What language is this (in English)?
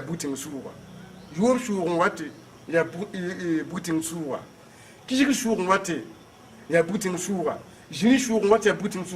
Mossi